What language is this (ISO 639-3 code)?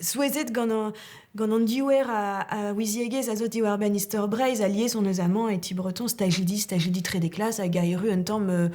bre